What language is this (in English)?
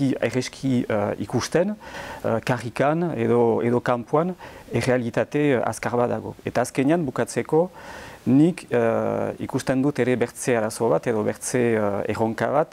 Basque